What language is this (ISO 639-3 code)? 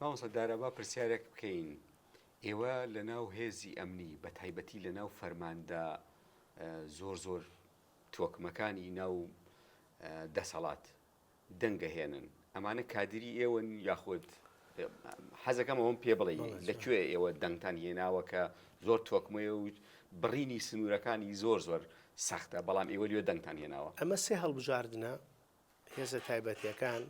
ckb